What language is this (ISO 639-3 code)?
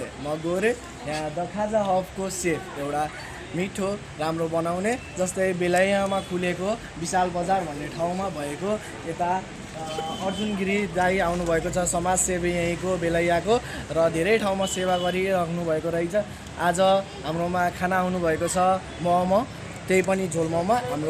nep